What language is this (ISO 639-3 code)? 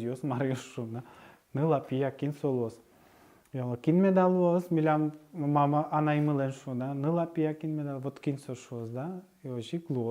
udm